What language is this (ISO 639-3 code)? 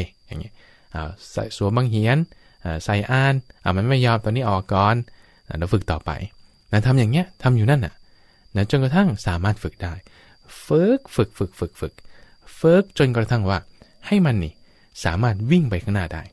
tha